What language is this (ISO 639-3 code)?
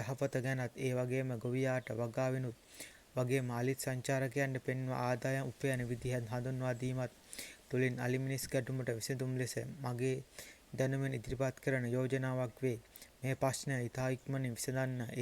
sin